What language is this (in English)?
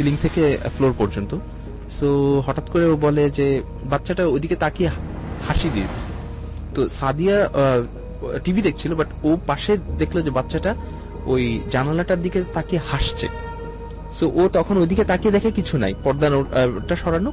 Bangla